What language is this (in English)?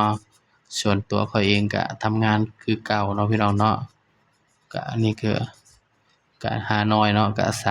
Northeastern Thai